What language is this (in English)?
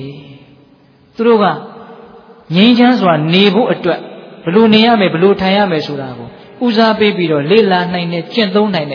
Burmese